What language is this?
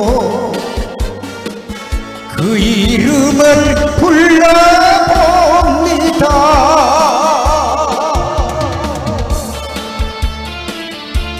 Korean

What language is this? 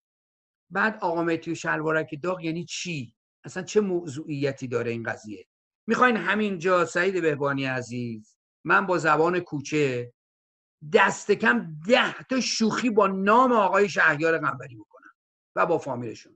Persian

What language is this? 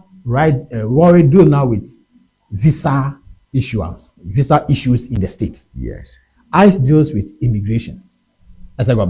Ewe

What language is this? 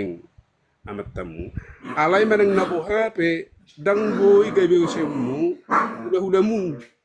Batak Toba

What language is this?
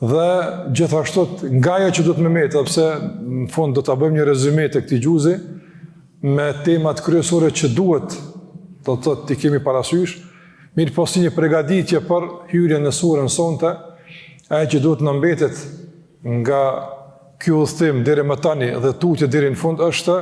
Albanian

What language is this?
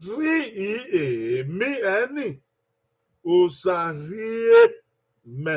Bini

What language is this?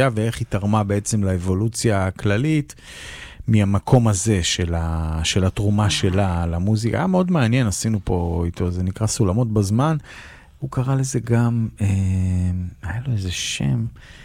Hebrew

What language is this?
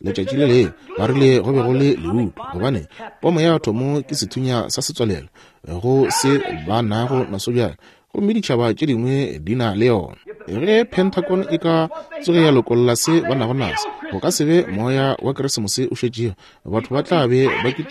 Northern Sotho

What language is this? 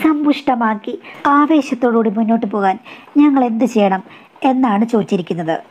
Malayalam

